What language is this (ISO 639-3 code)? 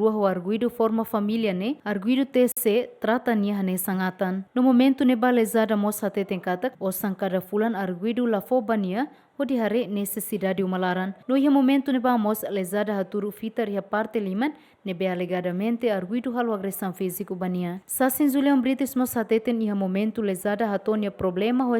tet